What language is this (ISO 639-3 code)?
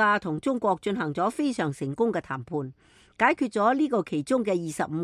yue